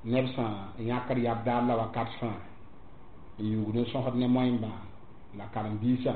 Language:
Mossi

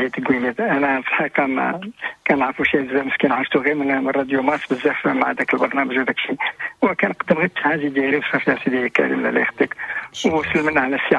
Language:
Moroccan Arabic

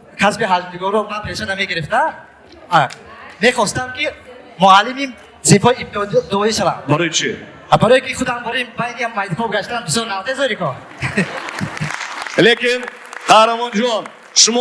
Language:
Tajik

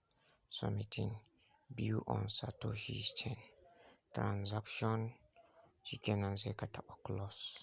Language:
Hausa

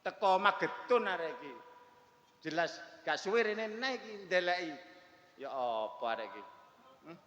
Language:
Javanese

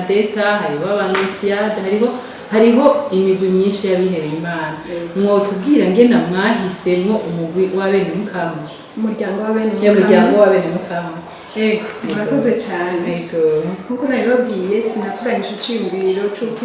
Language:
Rundi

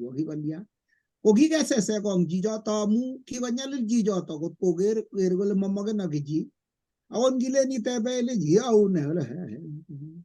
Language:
Kalenjin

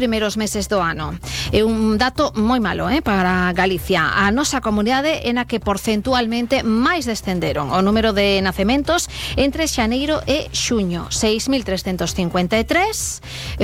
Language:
Galician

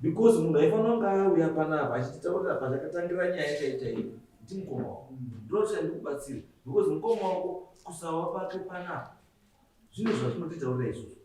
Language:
Shona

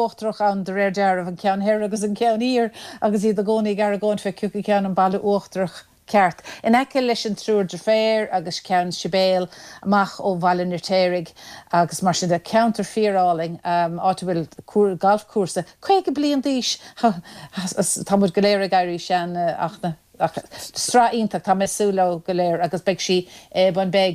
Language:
Irish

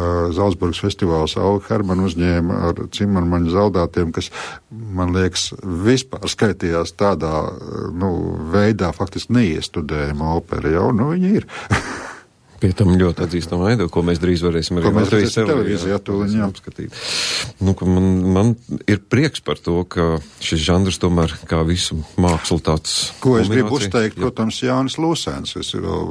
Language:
Latvian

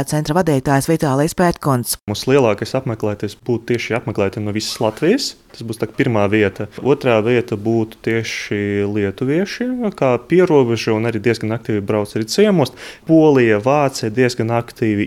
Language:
Latvian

